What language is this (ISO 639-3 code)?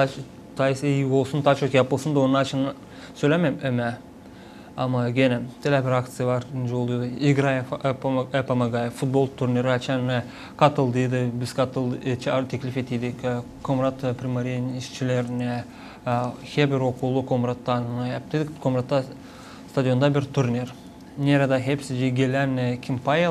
gag